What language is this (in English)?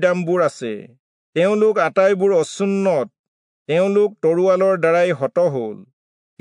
Assamese